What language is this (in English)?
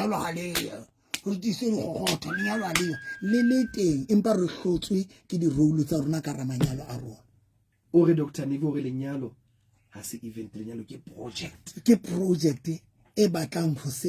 Southern Sotho